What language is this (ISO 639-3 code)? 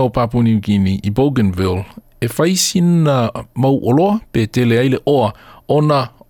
smo